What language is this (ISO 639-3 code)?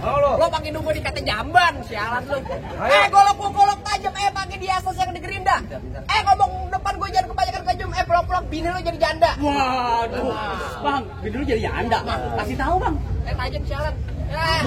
bew